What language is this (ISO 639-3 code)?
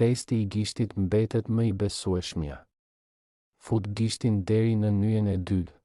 sqi